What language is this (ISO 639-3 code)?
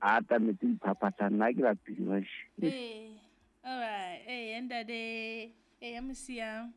sot